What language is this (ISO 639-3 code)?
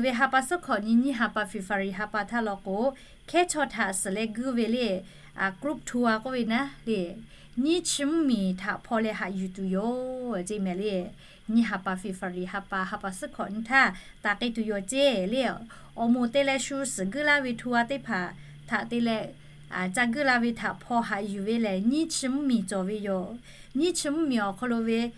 lhu